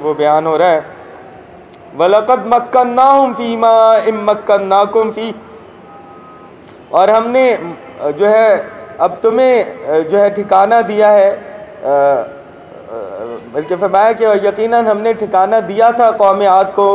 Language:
Urdu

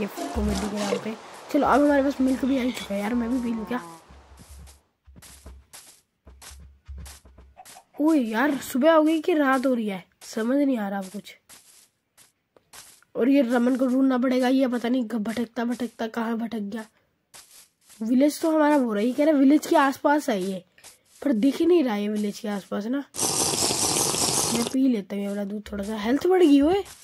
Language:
Hindi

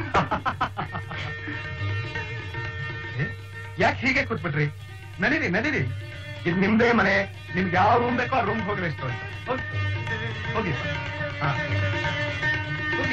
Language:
Kannada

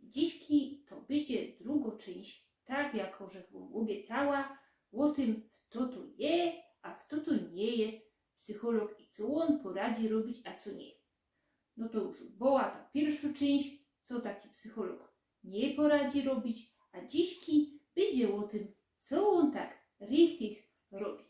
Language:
Silesian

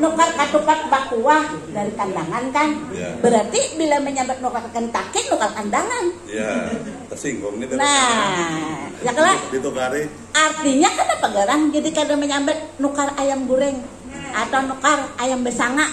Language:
Banjar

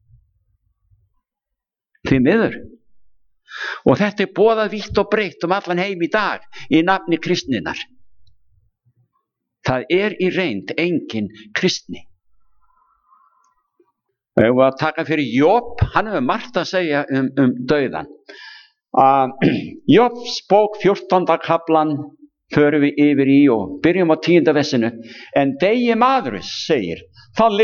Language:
Icelandic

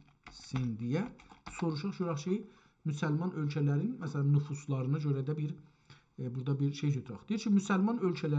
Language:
South Azerbaijani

